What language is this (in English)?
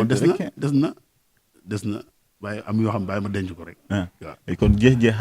Wolof